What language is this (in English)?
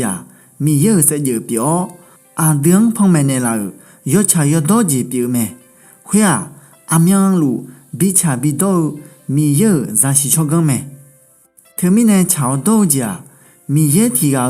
Akha